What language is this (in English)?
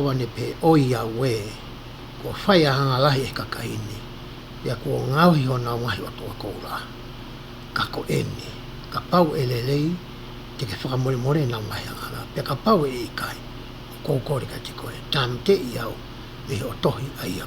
Tongan